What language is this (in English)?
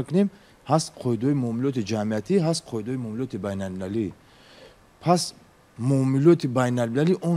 Tajik